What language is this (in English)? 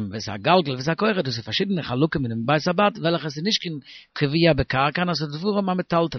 Yiddish